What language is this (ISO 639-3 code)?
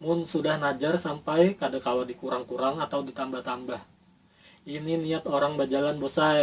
bjn